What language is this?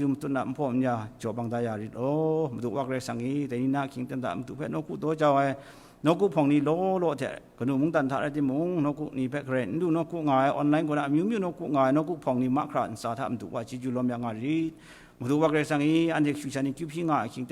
Kachin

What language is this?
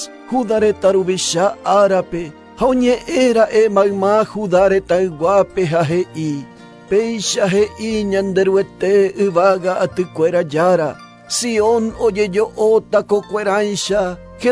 Guarani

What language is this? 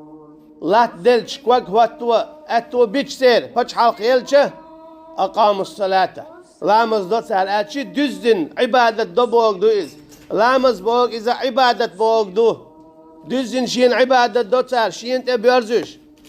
Chechen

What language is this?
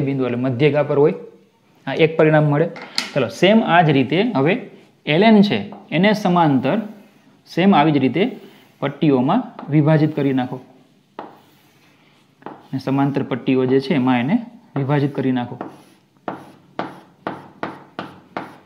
Gujarati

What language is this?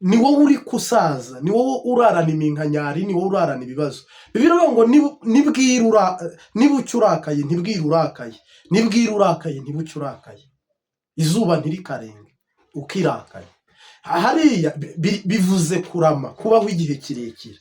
Kinyarwanda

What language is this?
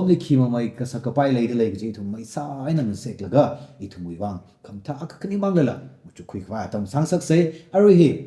Tangkhul Naga (India)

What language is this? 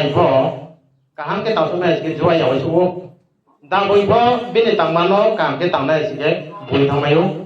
Riang (India)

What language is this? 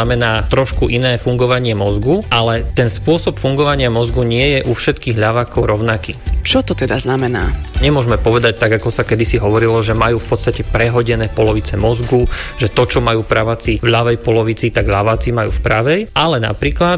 Slovak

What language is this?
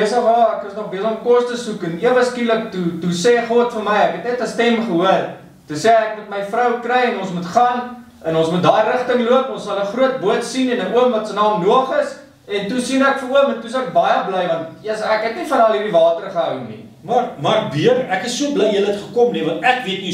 Afrikaans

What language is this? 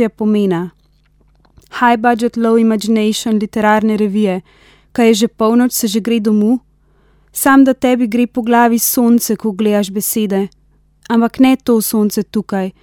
Slovenian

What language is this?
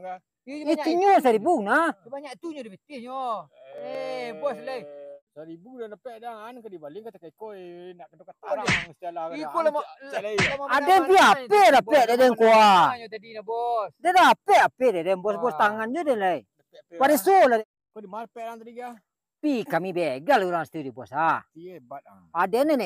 Minangkabau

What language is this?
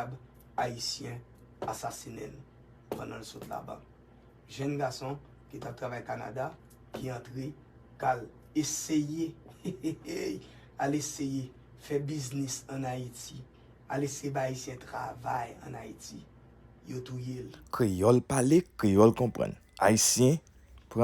Haitian Creole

